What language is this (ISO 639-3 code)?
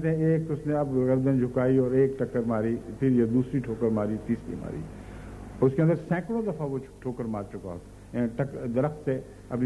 urd